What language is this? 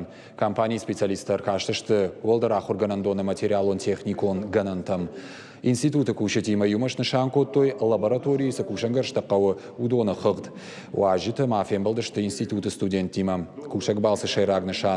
Ossetic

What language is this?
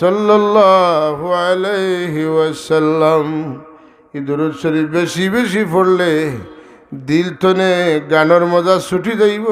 Sylheti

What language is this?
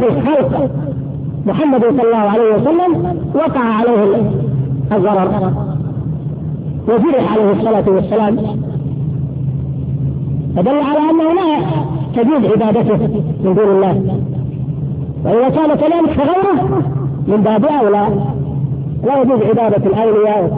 Arabic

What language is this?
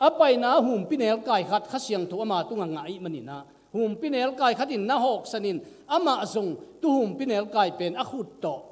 Tedim Chin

